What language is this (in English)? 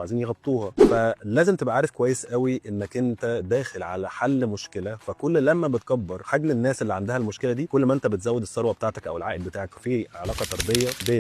Egyptian Arabic